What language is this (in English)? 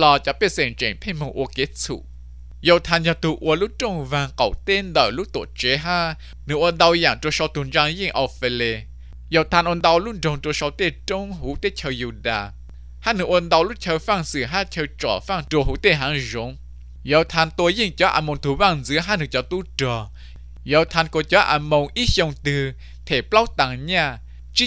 Vietnamese